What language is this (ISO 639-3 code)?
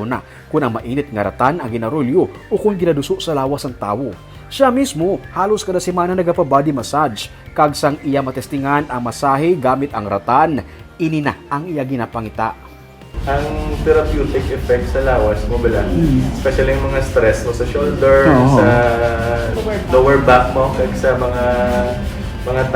hil